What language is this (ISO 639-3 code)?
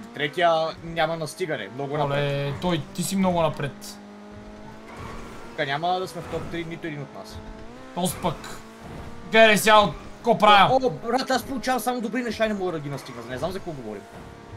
bul